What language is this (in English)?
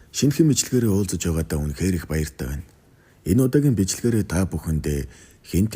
Mongolian